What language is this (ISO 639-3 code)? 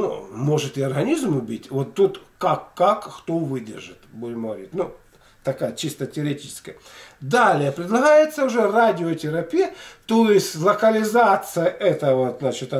rus